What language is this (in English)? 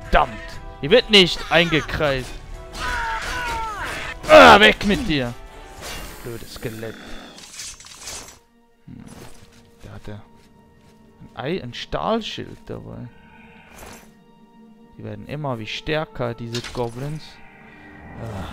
German